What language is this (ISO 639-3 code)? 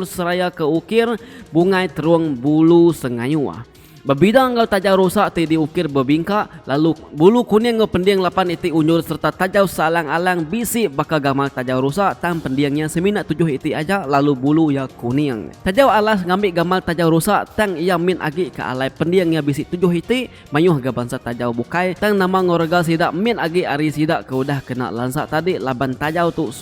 iba